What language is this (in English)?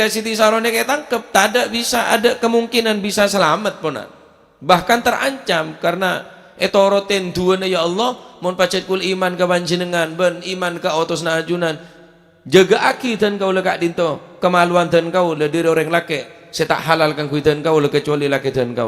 Madurese